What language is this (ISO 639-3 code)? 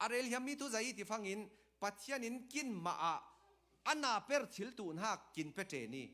cfm